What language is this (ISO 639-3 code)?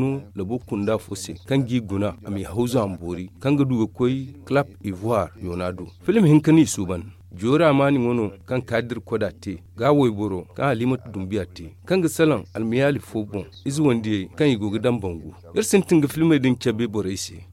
dje